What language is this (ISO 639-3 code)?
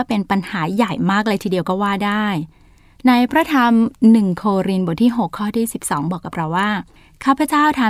tha